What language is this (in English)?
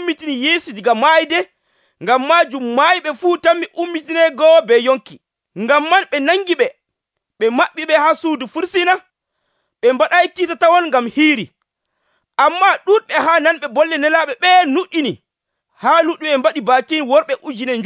Nigerian Fulfulde